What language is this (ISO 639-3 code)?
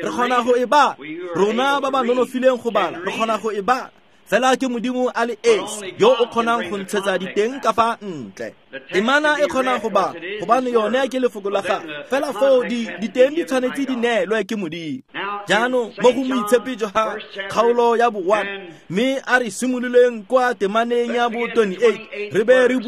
tsn